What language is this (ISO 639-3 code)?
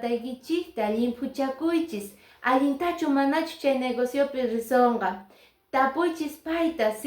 que